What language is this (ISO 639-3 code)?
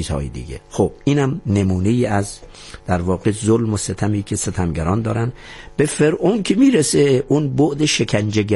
fas